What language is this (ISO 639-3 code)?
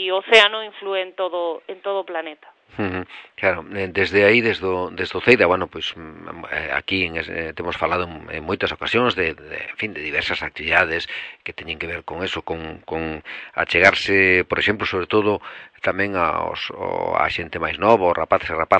glg